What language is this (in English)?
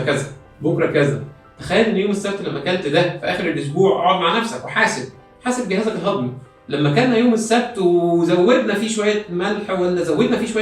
Egyptian Arabic